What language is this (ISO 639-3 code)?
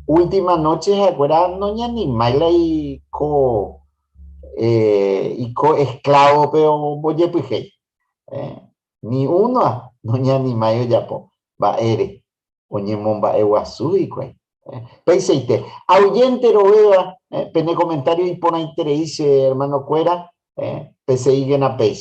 grn